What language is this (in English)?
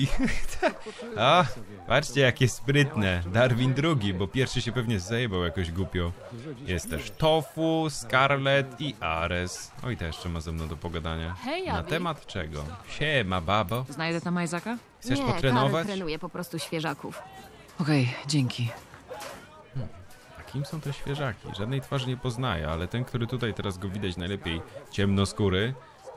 Polish